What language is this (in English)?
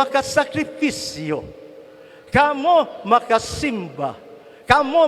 Cebuano